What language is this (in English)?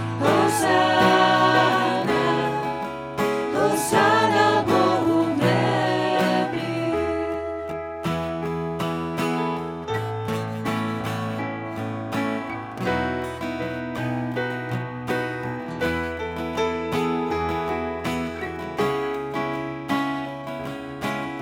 Slovak